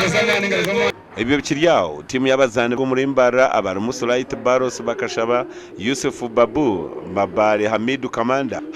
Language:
Nyankole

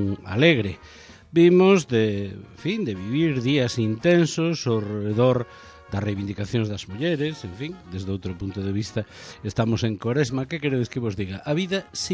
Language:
Galician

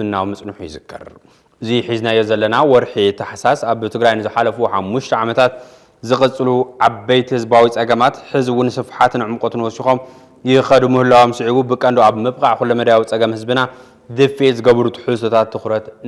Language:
Tigrinya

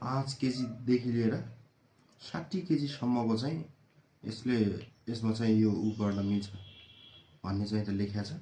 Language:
Nepali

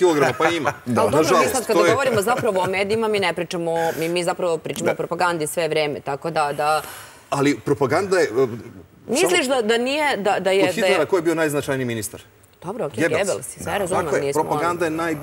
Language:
Serbian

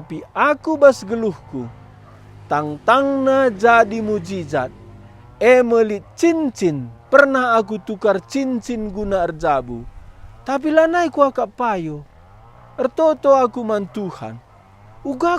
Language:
Batak Karo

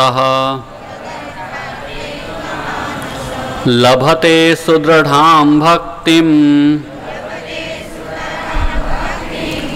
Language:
Gujarati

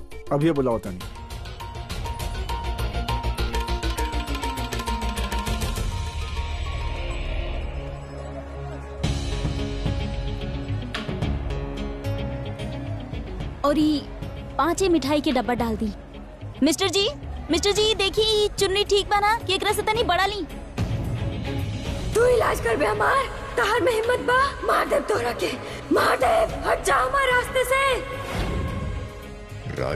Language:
Bhojpuri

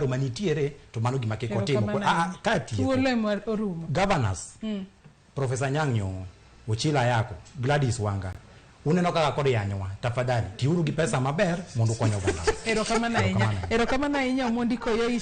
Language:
Luo (Kenya and Tanzania)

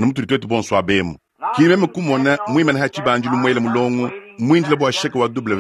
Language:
Luba-Lulua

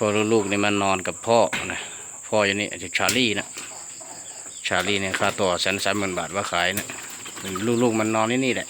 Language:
Lao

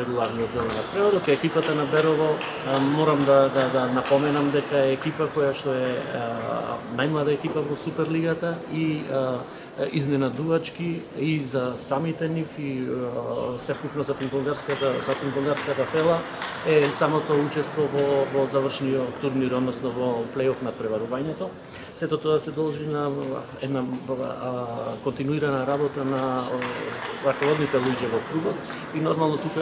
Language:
Macedonian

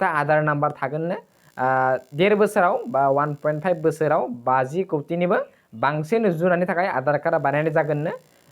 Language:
Bodo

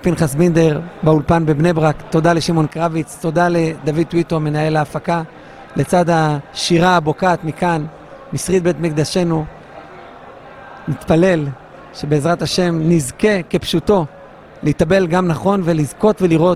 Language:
Hebrew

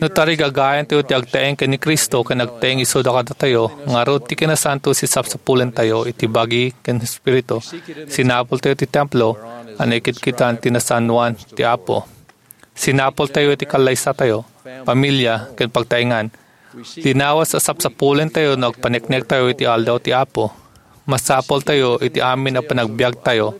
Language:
Iloko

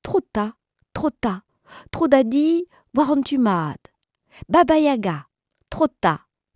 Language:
Breton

